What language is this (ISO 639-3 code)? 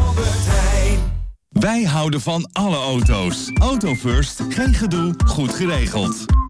nld